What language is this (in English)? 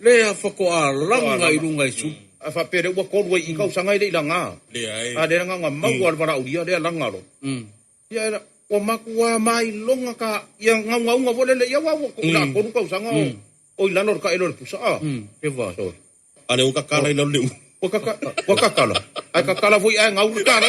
Samoan